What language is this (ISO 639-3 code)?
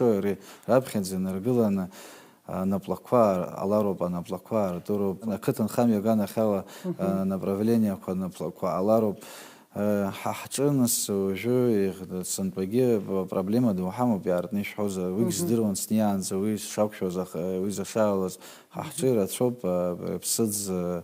abk